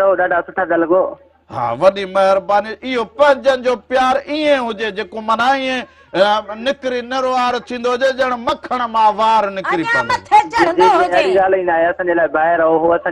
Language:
Sindhi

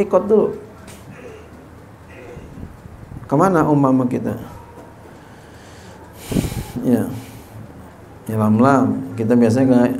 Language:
Indonesian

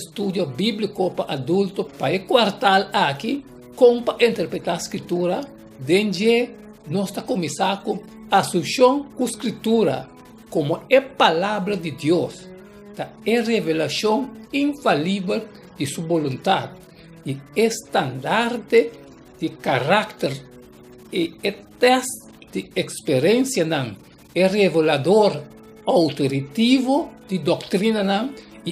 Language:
Papiamento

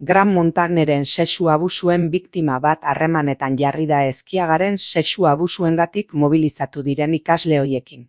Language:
Basque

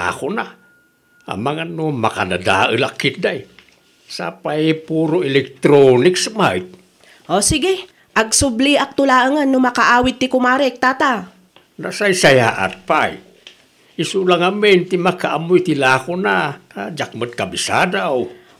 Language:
Iloko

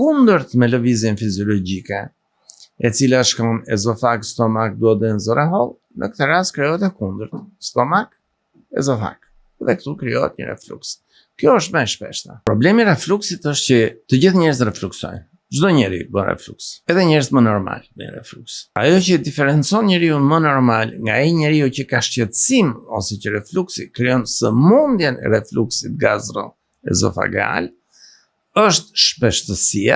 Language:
Albanian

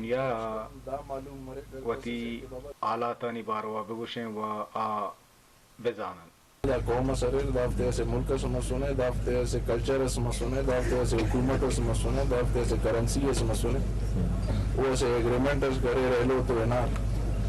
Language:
Baluchi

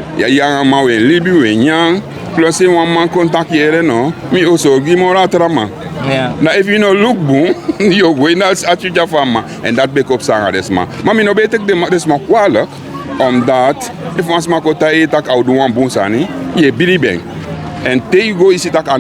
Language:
Sranan Tongo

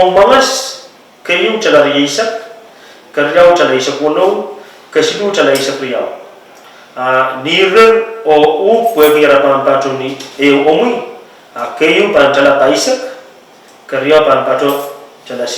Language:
Pohnpeian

